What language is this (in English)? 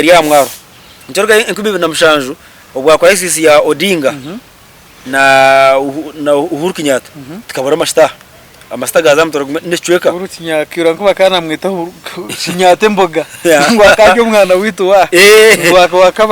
Nyankole